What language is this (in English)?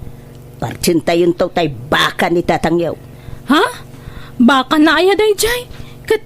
Iloko